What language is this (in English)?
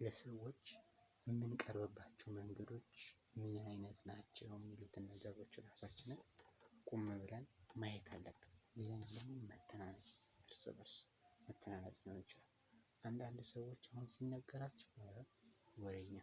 Amharic